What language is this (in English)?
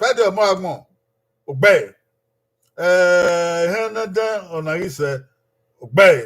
Bini